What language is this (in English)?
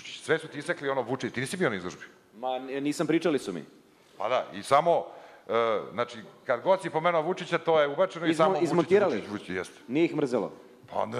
Serbian